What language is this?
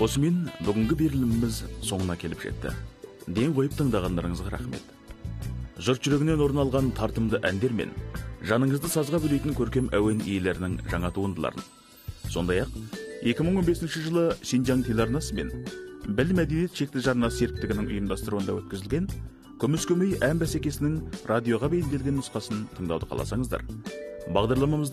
Kazakh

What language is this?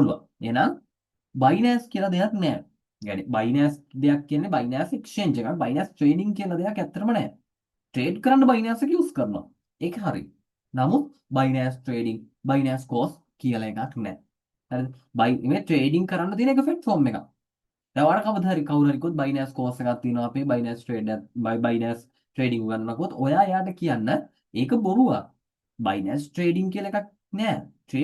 Sinhala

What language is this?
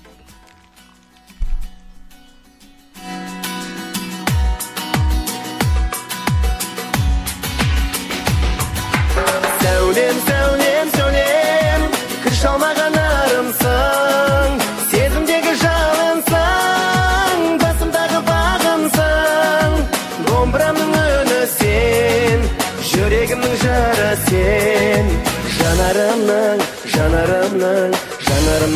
Kazakh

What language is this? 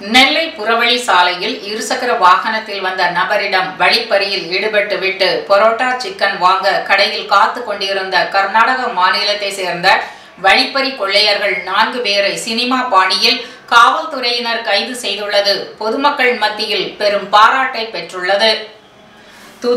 Tamil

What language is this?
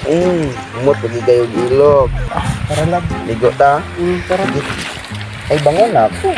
Cebuano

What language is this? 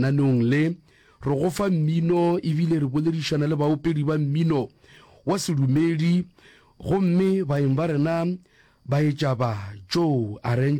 Northern Sotho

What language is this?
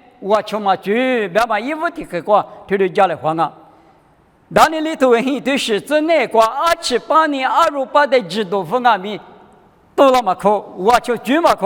Lisu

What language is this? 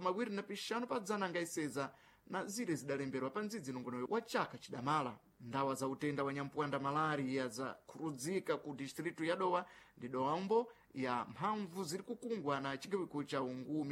Sena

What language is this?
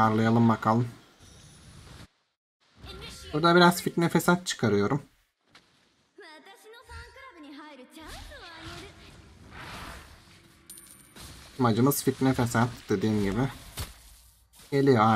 Turkish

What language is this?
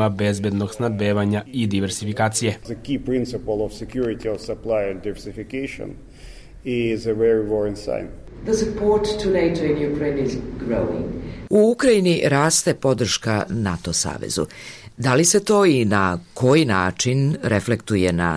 Serbian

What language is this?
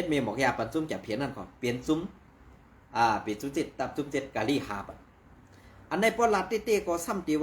Shan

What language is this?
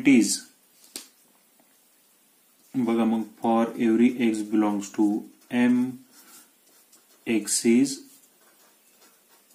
Marathi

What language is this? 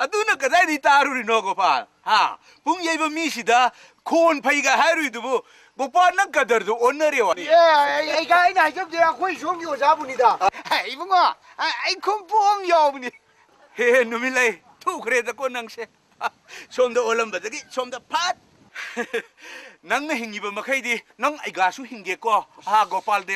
Manipuri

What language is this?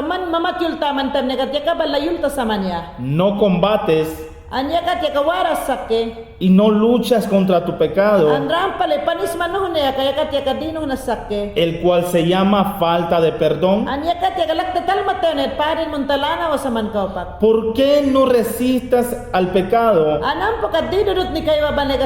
Mayangna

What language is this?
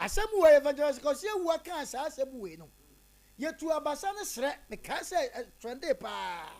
Akan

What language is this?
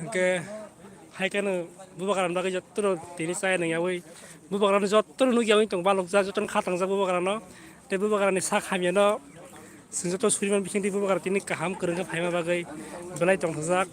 Kok Borok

